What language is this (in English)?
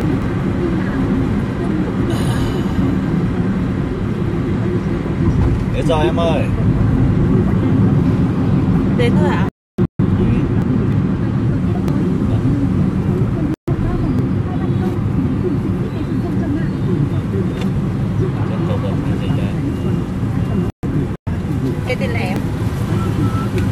Vietnamese